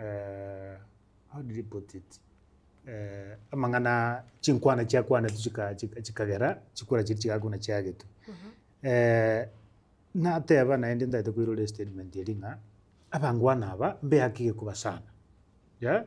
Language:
Gusii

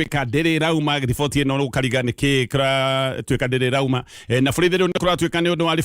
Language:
Kikuyu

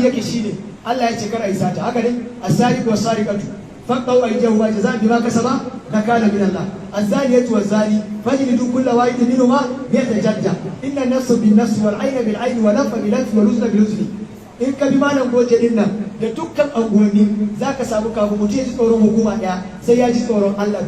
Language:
Hausa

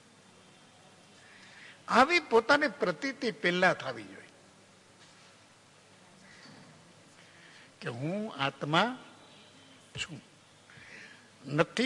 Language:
Gujarati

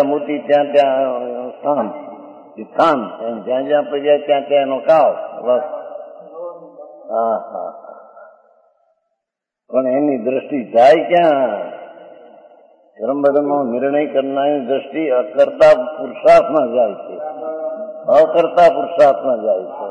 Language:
Gujarati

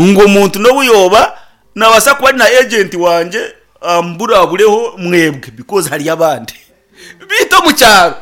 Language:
Nyankole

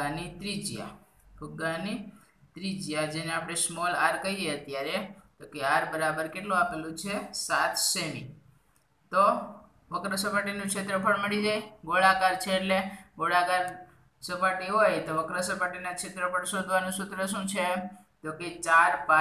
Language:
Gujarati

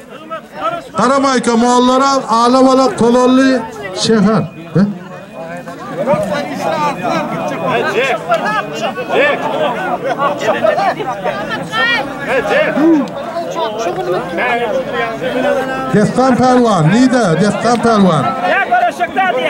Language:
Turkish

